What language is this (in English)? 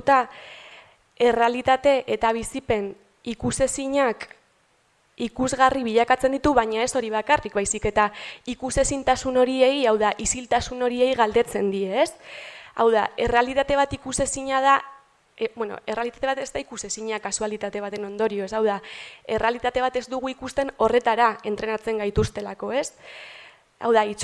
Basque